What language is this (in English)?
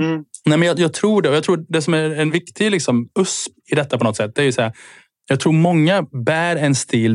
Swedish